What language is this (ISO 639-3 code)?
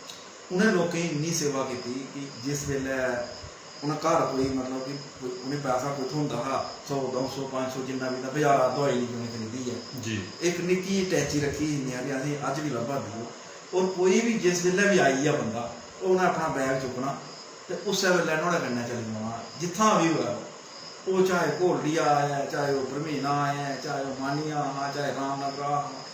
doi